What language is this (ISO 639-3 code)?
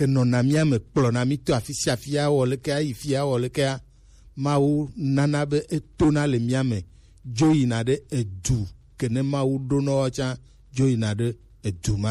gej